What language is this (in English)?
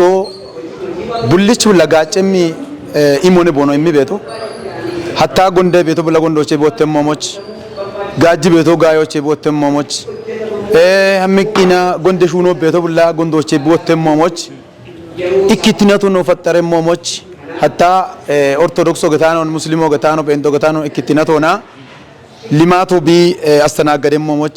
Kafa